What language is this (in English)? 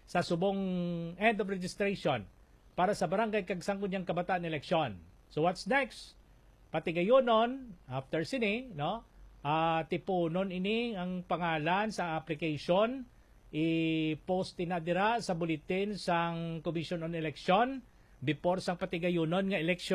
Hiligaynon